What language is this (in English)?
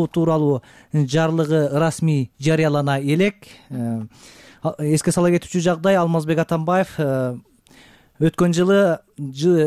Kyrgyz